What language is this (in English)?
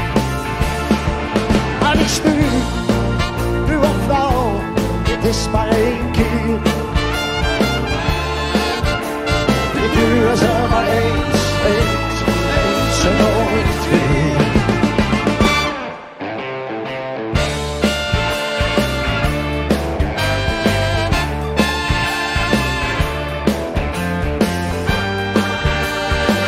Dutch